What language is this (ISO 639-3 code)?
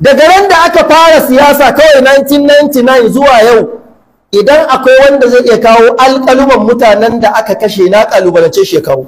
hau